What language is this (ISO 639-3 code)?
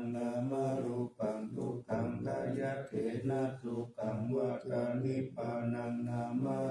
pli